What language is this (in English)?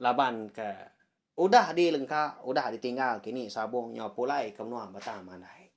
Iban